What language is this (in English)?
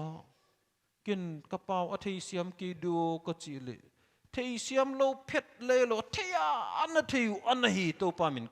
Paite Chin